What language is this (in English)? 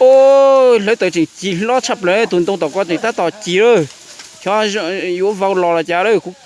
Hmong